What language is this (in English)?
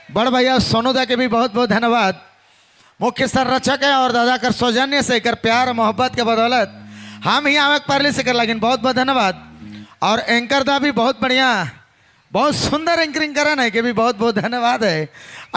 Sadri